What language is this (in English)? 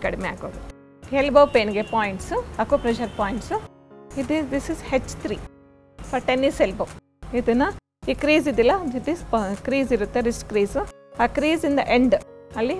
Kannada